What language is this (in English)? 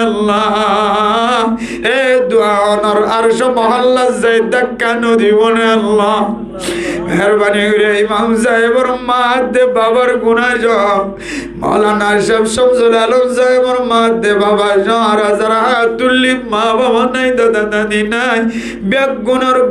Rohingya